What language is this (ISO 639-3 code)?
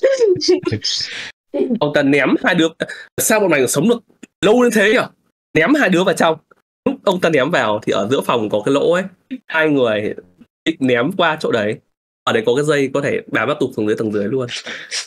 vie